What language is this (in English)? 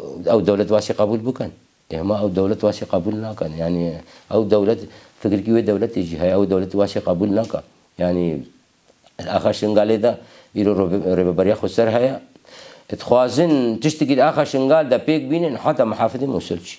Kurdish